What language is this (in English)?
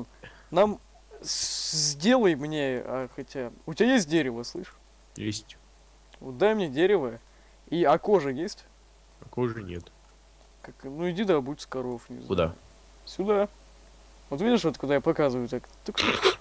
Russian